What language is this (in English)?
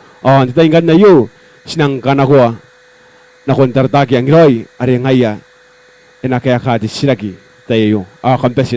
Gilbertese